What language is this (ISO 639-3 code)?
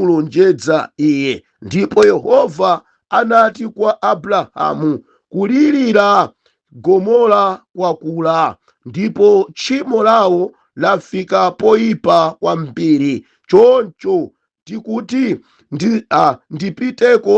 nya